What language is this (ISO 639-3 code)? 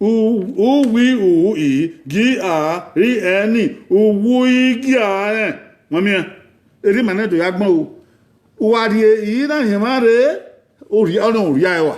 bin